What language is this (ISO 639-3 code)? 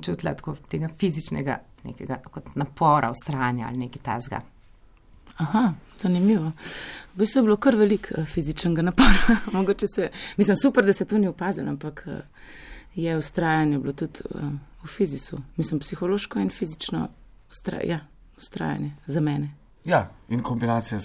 slv